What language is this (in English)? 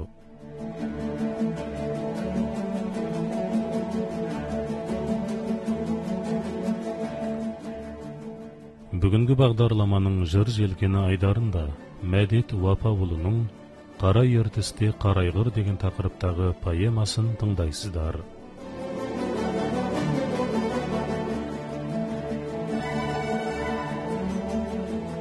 Kazakh